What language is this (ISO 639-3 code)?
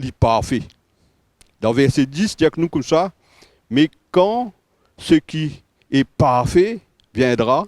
mfe